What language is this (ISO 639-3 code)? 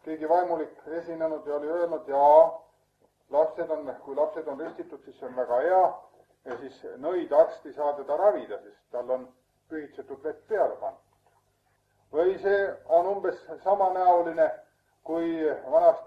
est